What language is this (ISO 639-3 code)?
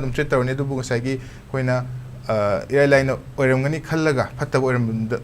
mni